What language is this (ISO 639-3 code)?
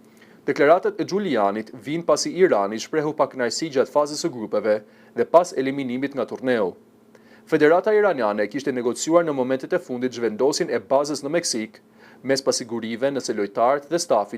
sqi